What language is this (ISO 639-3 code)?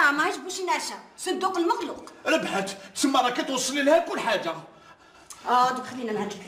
arq